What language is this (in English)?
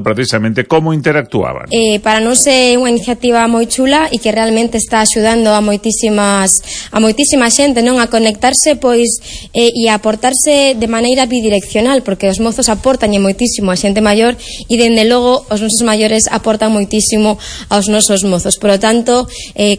Galician